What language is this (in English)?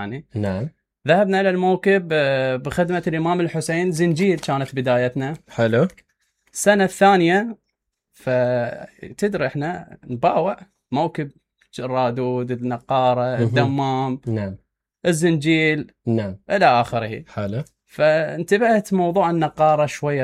Mesopotamian Arabic